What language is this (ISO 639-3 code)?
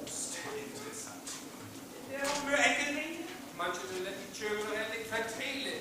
frr